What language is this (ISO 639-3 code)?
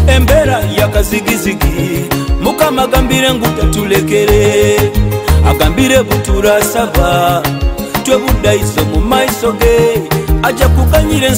nyo